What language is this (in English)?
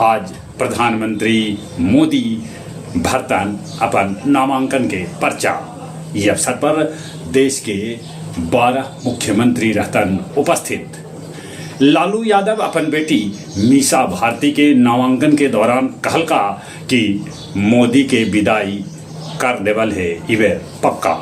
Magahi